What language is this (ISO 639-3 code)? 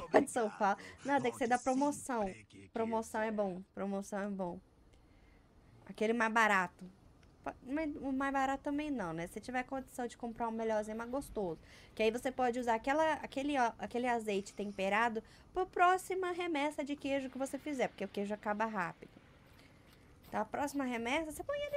por